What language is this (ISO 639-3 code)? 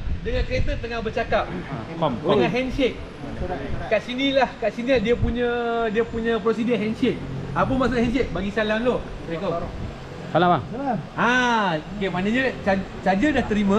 msa